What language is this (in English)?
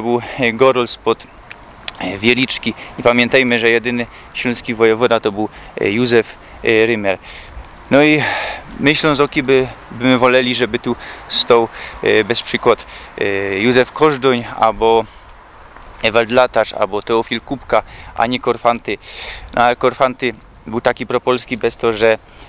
Silesian